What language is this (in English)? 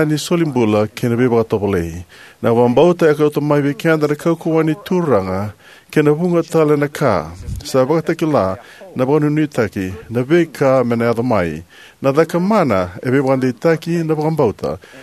Fijian